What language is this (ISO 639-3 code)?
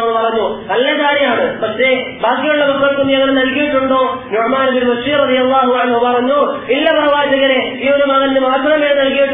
mal